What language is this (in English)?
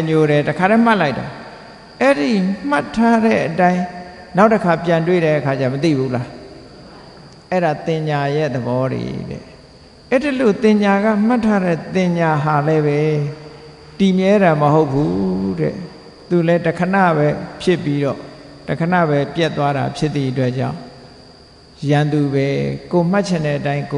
Burmese